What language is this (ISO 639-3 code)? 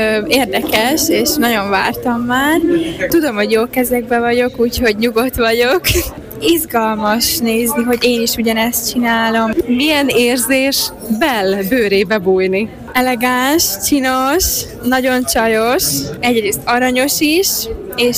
hun